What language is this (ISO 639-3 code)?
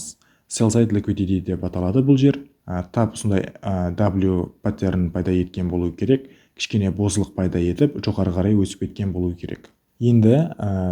kaa